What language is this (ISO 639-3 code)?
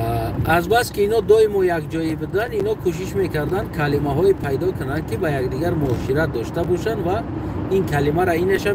tgk